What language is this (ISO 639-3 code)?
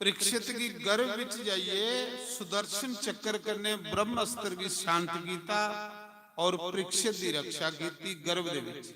doi